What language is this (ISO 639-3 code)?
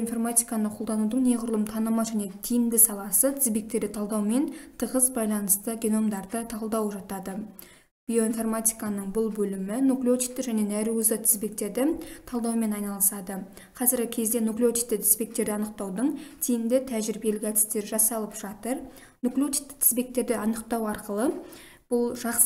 kaz